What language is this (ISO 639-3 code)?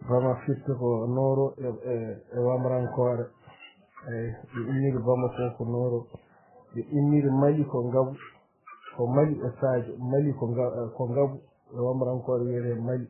ful